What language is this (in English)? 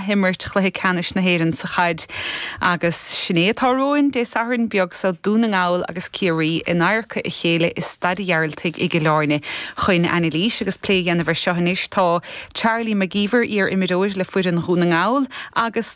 Irish